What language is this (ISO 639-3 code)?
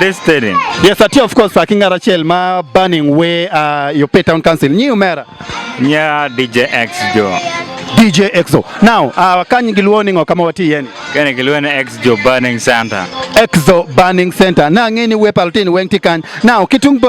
ach